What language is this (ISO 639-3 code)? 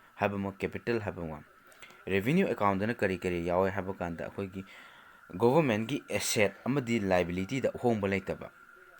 mni